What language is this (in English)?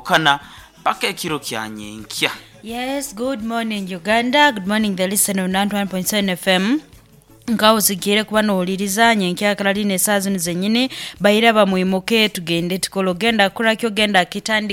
Nyankole